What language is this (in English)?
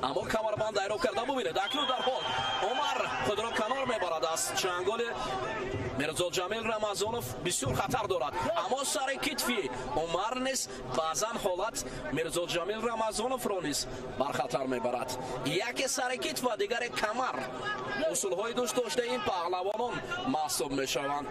Tajik